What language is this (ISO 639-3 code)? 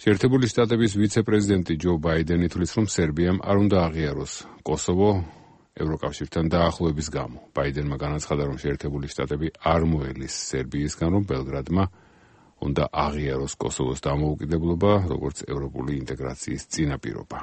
kat